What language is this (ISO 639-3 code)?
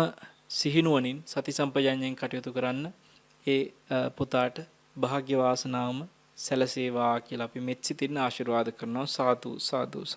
sin